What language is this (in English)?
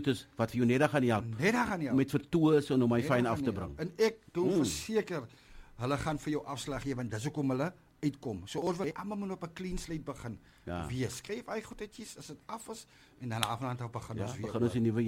Afrikaans